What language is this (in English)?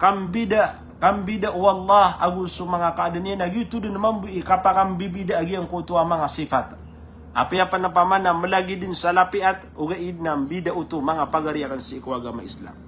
Maranao